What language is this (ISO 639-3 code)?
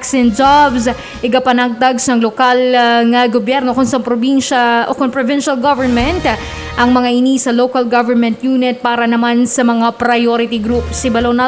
hil